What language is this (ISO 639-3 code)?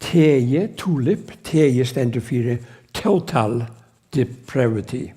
fao